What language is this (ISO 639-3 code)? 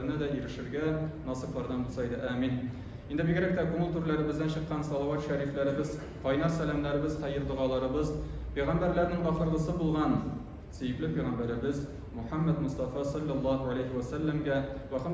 tat